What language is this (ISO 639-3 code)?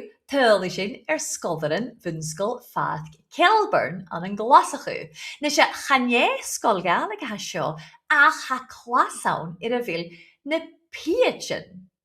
gla